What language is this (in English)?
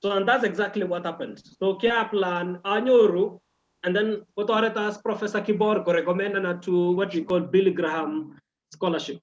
Kalenjin